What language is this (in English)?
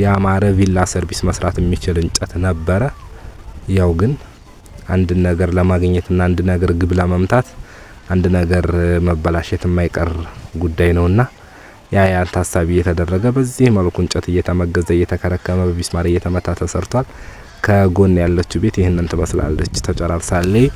Amharic